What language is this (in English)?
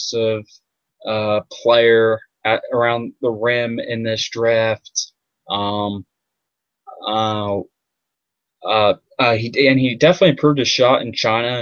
English